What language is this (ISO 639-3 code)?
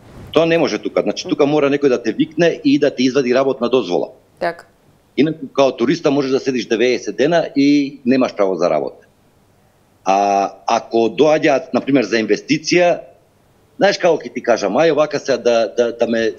mkd